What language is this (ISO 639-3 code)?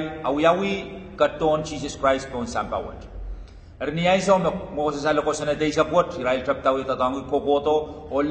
pon